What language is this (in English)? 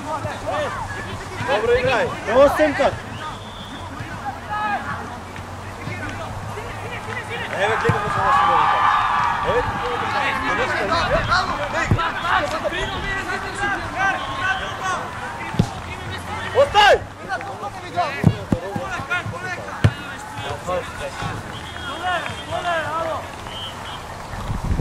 Macedonian